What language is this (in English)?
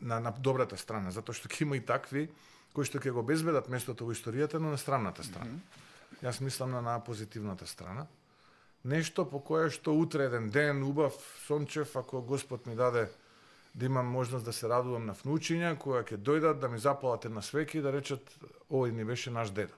Macedonian